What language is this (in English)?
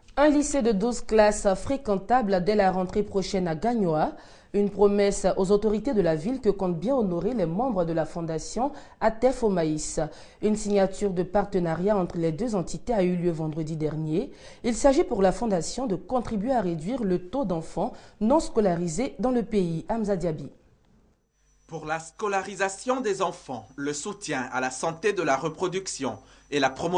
French